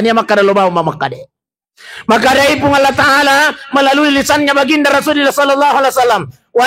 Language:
Buginese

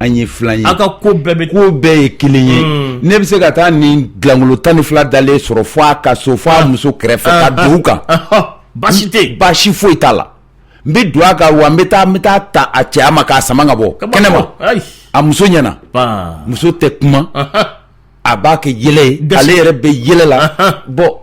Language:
Bambara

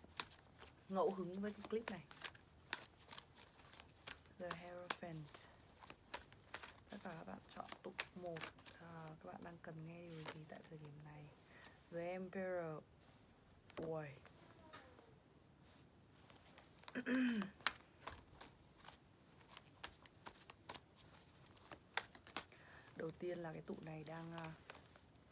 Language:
Vietnamese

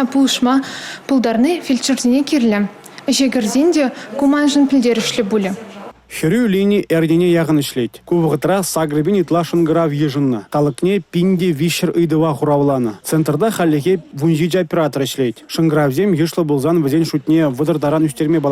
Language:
Chuvash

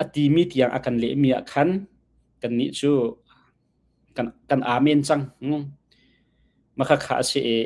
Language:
Hakha Chin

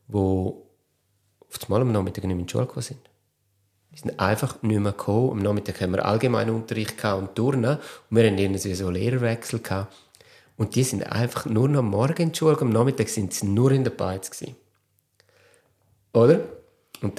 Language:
German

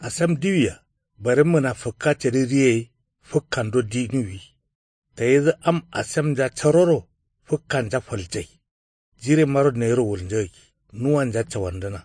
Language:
Kanuri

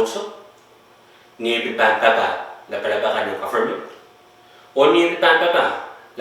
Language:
Pohnpeian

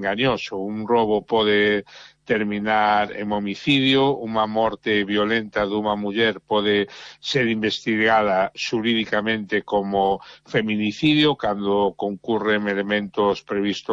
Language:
Galician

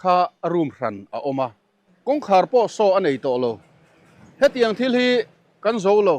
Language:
Mizo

